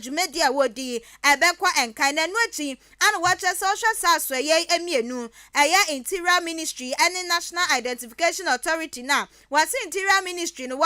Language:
Akan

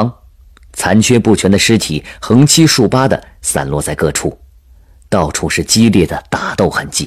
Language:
Chinese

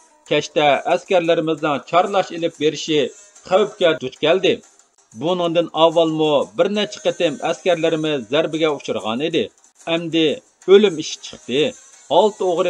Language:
Uyghur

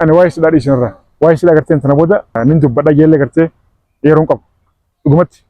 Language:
Oromo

